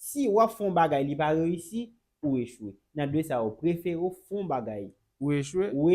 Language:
Haitian Creole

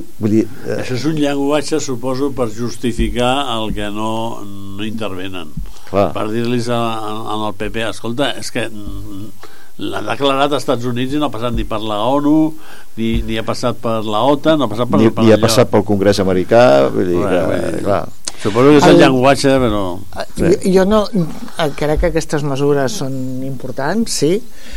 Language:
Catalan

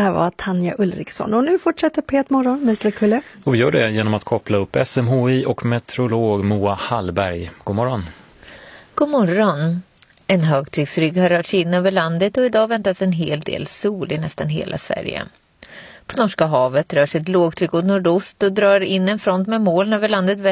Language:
Swedish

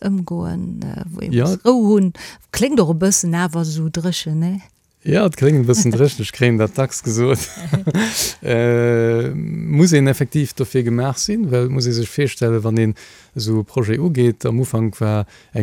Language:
Luxembourgish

